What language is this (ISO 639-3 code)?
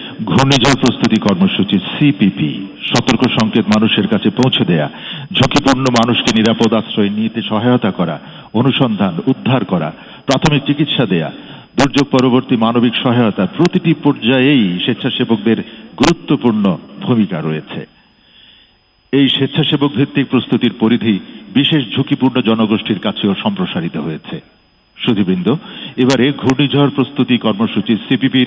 ben